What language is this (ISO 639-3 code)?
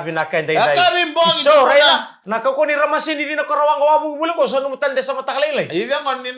fij